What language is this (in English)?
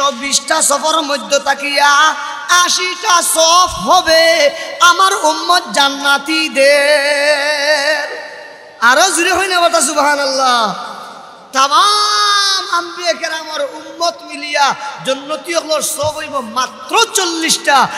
Sylheti